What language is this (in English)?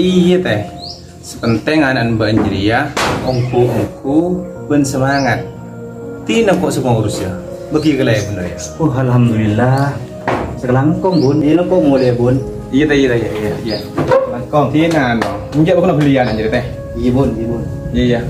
Madurese